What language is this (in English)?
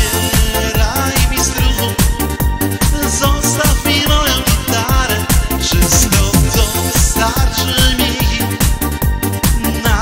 Polish